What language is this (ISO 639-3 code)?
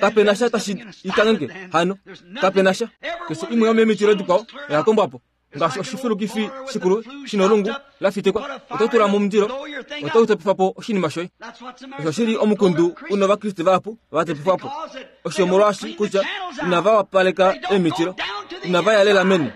kua